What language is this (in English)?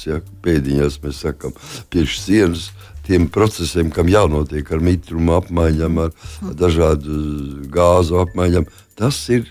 Latvian